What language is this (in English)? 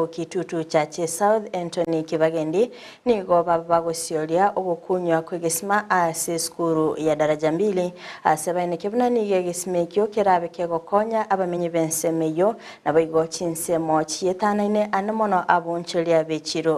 Gusii